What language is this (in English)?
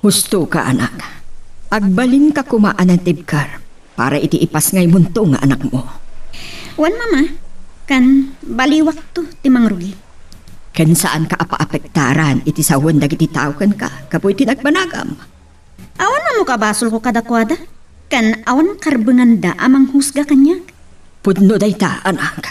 Iloko